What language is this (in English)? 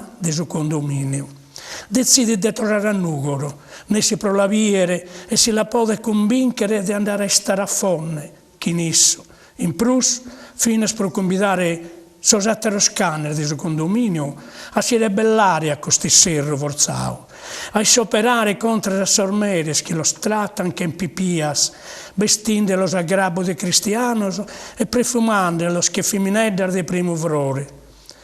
Sardinian